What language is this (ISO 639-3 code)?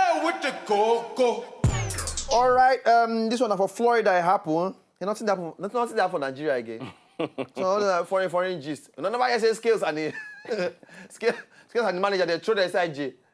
pcm